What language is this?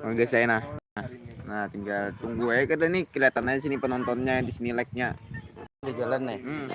Banjar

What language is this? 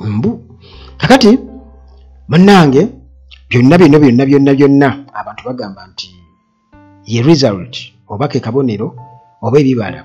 Ganda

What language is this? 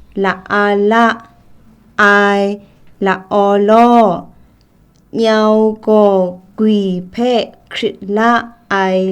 Kachin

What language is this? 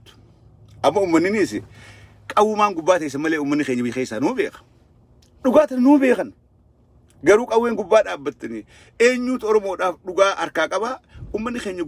Oromo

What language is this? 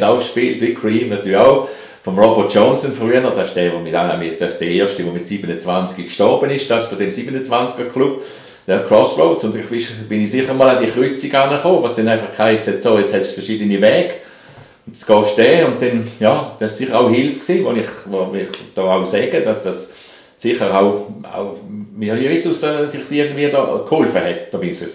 Swiss German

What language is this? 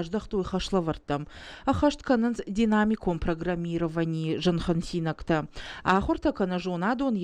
Ossetic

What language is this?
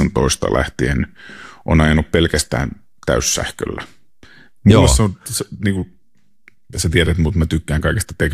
Finnish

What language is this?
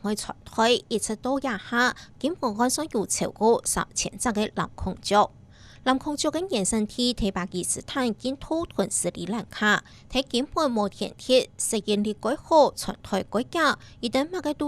Hakka Chinese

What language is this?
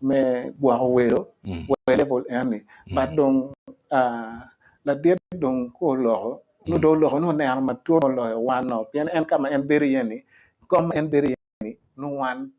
Acoli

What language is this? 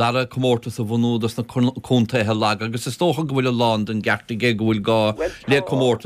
Irish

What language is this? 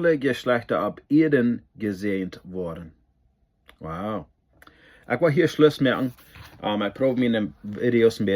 Plautdietsch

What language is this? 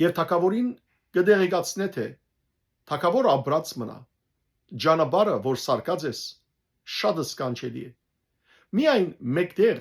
Western Armenian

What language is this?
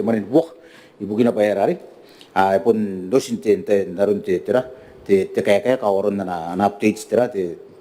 Gilbertese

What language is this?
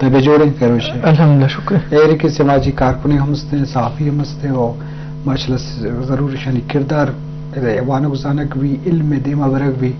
Eastern Balochi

